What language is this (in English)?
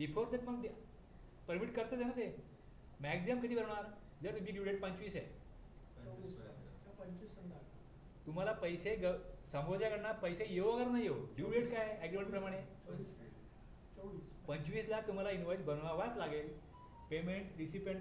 Marathi